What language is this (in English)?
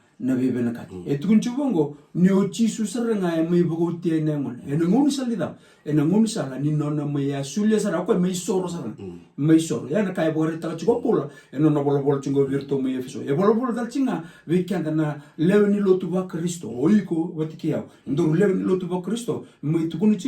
Fijian